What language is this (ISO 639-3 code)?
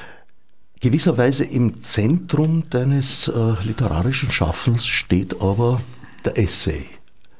deu